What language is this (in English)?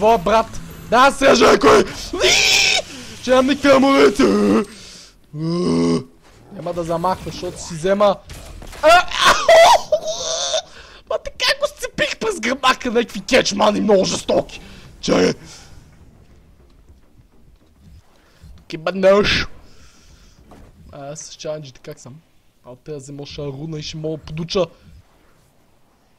Bulgarian